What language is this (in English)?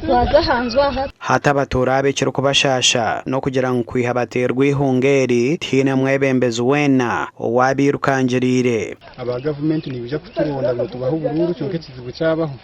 Nyankole